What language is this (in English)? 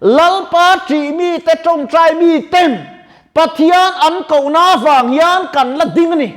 Mizo